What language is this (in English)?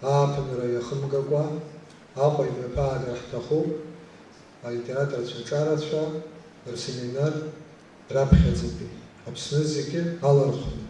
Abkhazian